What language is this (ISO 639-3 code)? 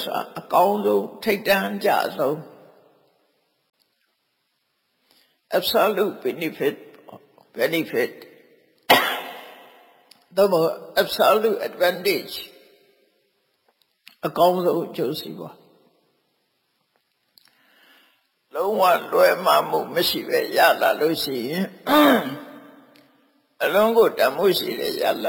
mya